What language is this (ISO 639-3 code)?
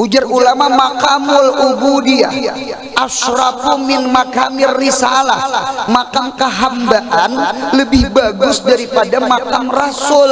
bjn